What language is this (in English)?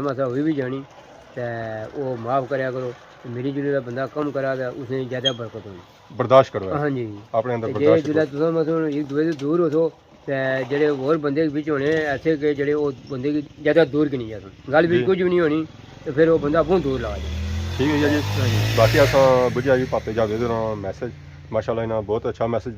Pahari-Potwari